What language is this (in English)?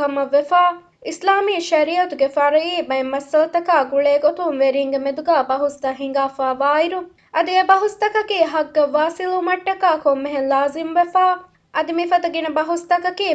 Divehi